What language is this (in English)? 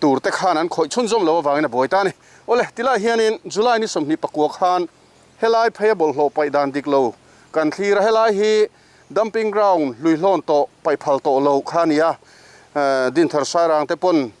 Mizo